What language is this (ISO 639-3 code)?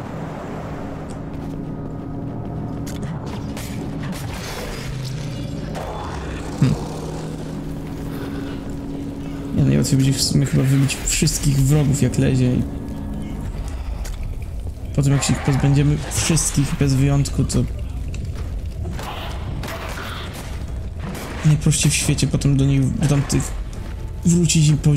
pol